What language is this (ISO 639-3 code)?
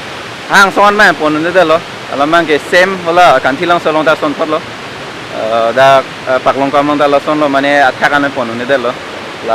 mjw